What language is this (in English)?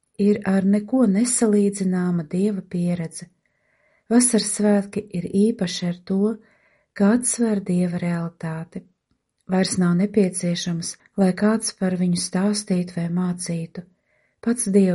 Latvian